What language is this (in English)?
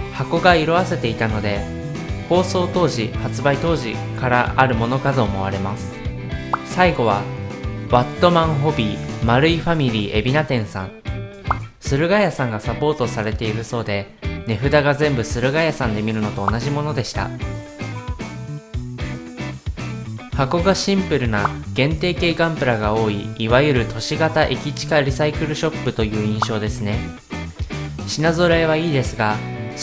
Japanese